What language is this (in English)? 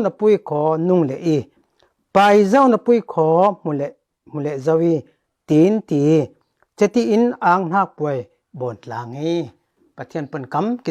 Falam Chin